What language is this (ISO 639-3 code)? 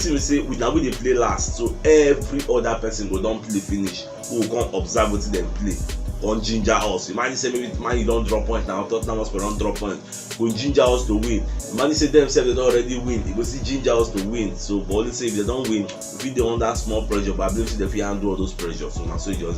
pcm